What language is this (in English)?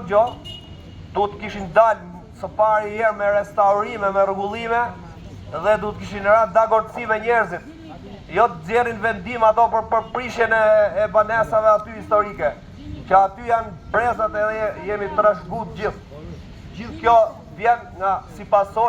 Albanian